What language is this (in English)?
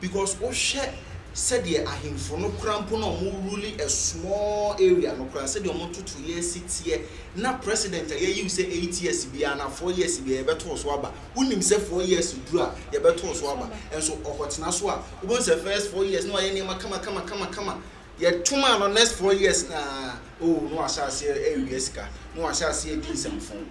Akan